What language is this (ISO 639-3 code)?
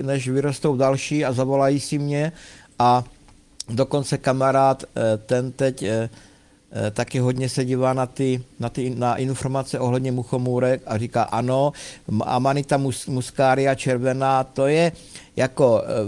ces